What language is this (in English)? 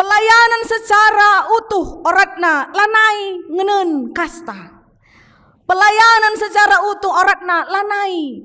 Batak Karo